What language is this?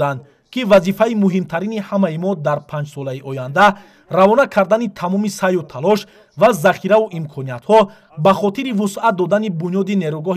Tajik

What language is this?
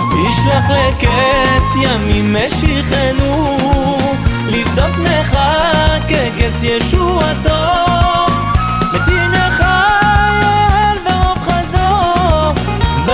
Hebrew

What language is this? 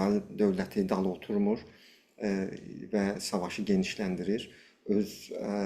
South Azerbaijani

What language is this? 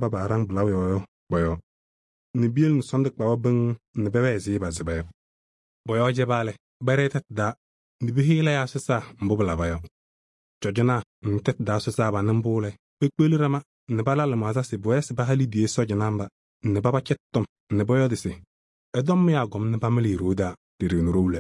Kabiyè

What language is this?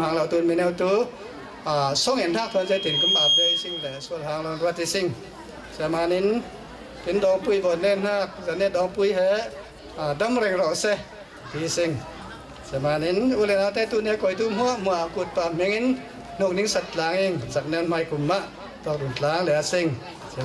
Falam Chin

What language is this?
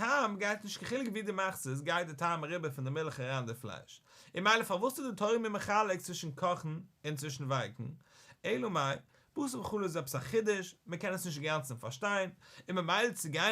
Yiddish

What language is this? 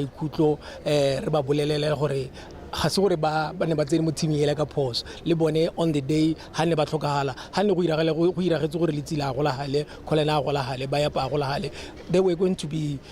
Tswana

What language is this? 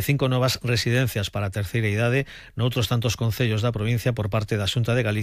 Galician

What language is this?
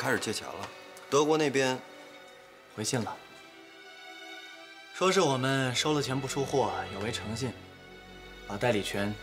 Chinese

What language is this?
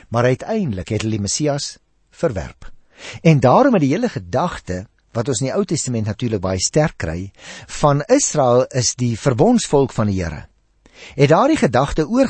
Afrikaans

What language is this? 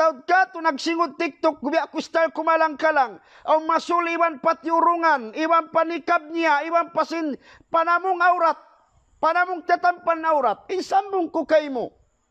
Tausug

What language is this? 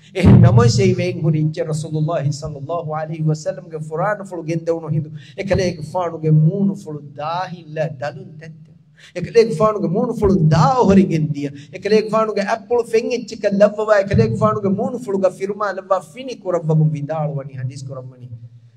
Divehi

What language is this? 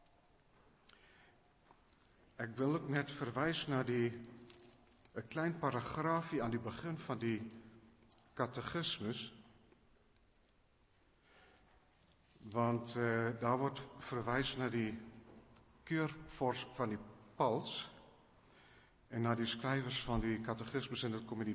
Afrikaans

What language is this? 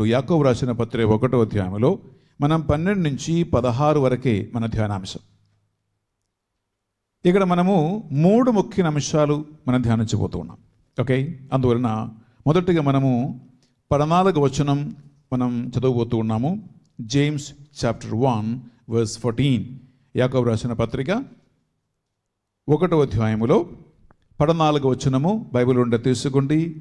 Telugu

